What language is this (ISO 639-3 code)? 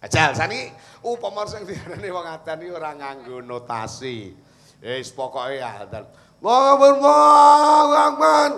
jav